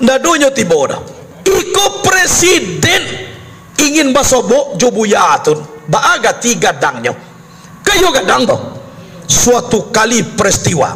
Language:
Minangkabau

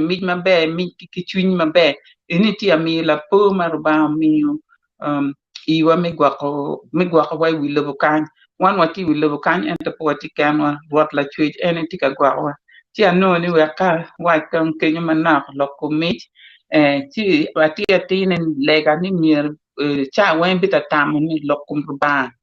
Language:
Acoli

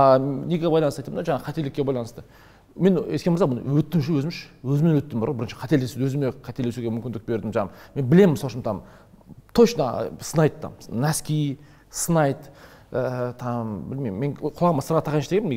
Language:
Kazakh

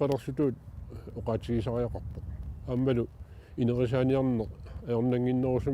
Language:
Kalaallisut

